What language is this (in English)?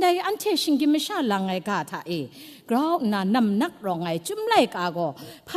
Kachin